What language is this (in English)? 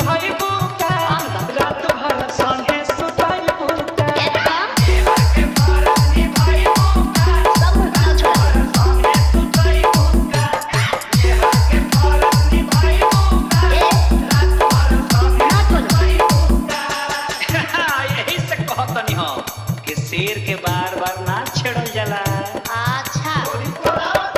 Bhojpuri